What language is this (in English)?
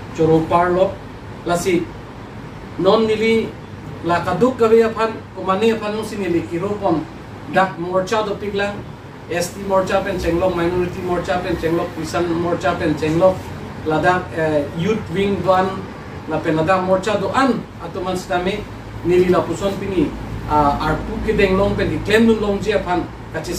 Karbi